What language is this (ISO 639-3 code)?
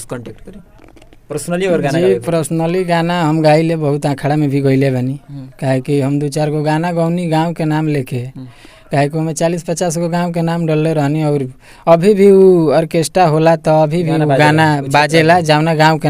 bho